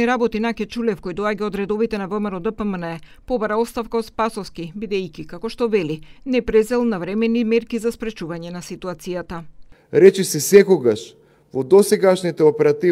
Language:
Macedonian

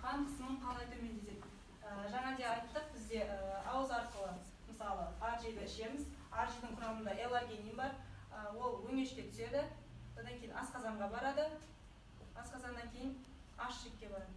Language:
Kazakh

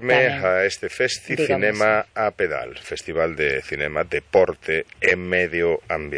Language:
Galician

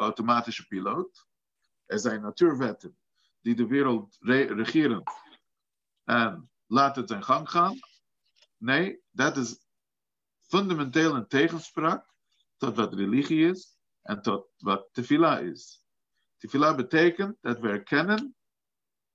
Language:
Dutch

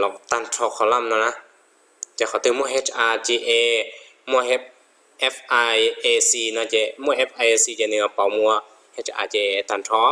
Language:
Hmong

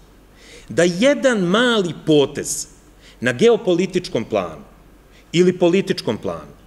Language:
Serbian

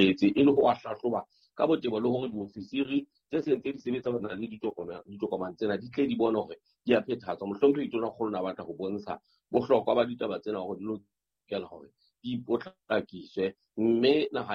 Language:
Southern Sotho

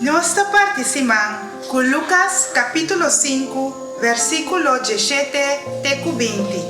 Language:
Papiamento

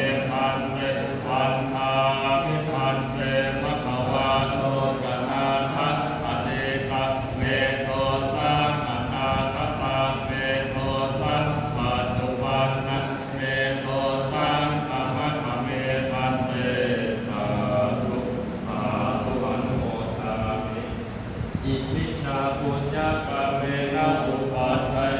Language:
Pali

